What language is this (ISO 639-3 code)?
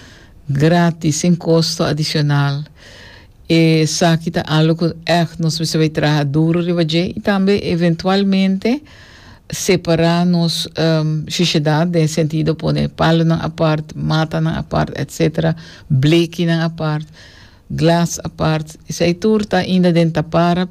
pap